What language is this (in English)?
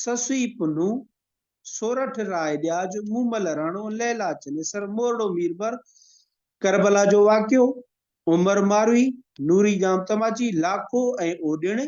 Sindhi